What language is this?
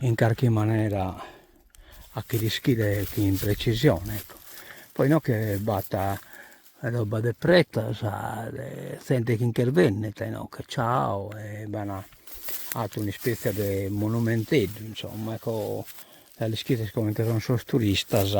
Sardinian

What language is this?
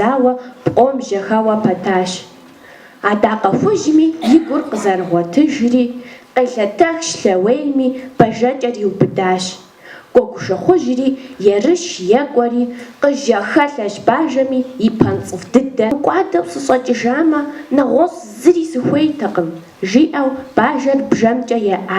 Kabardian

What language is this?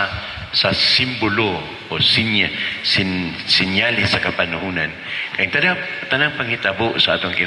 Cebuano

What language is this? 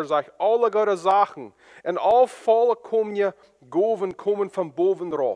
Plautdietsch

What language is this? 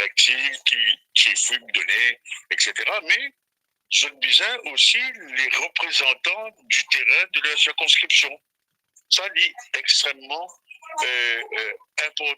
Morisyen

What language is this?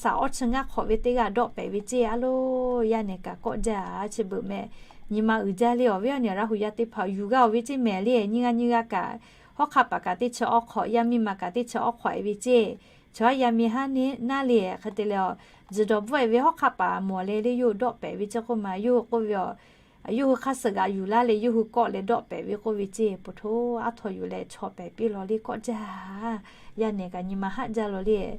Lahu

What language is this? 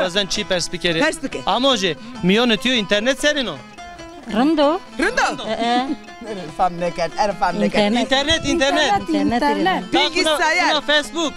Zaza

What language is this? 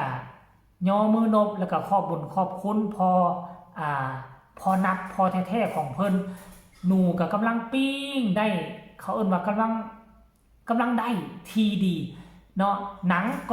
Northeastern Thai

